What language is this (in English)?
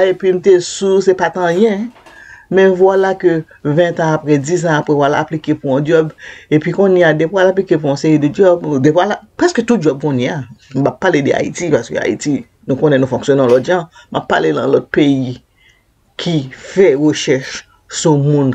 Haitian Creole